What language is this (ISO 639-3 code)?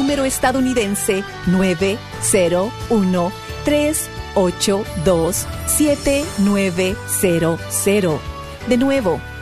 spa